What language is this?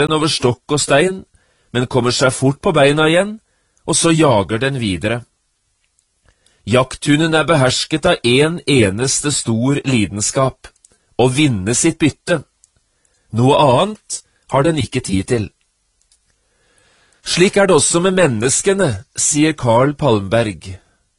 Norwegian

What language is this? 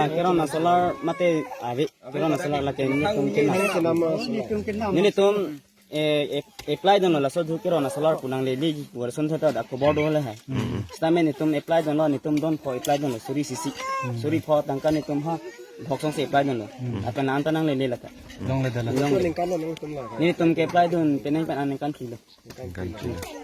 Karbi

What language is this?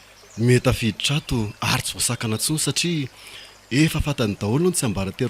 Malagasy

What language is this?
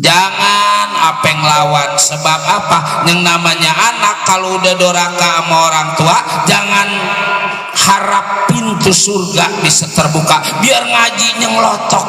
Betawi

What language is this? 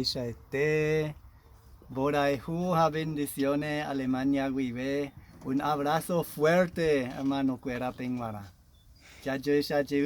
Guarani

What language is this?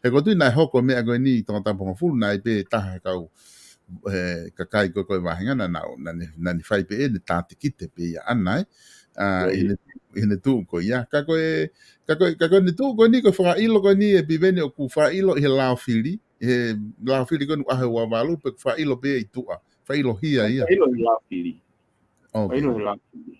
Tongan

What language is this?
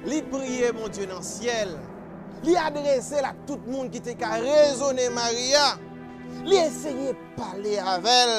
Haitian Creole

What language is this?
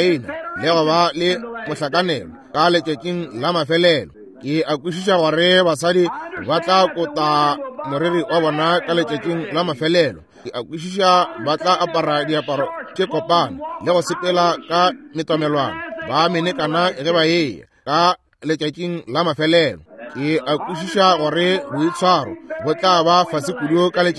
Northern Sotho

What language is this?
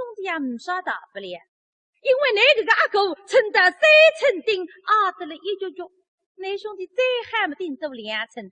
Wu Chinese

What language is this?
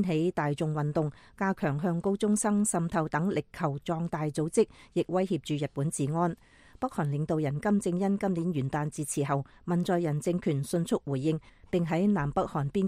Cantonese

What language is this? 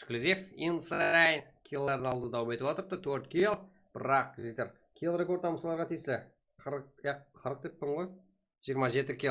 Kara-Kalpak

